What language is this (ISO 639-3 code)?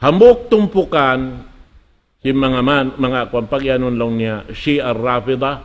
tsg